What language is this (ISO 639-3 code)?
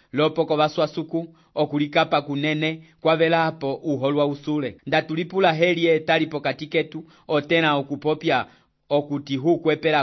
umb